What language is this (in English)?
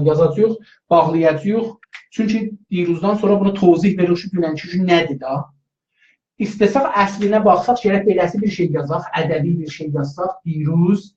South Azerbaijani